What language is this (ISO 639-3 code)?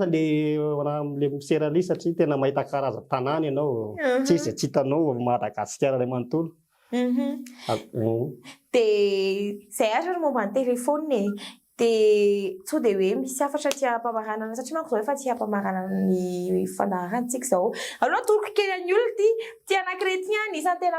mlg